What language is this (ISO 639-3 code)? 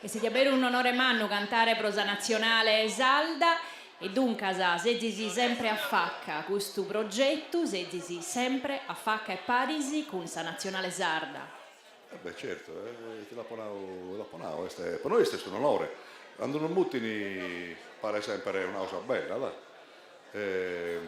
srd